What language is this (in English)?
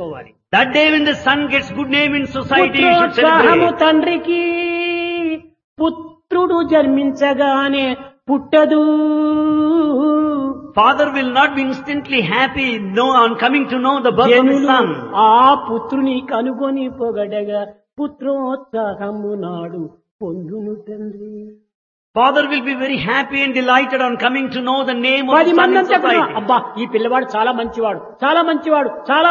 Telugu